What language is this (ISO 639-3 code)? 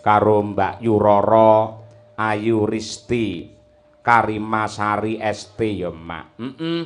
jav